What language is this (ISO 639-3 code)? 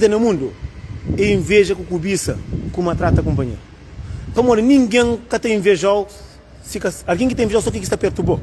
kea